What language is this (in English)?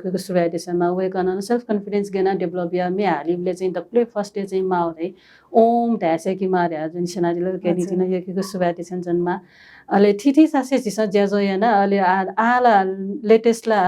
Newari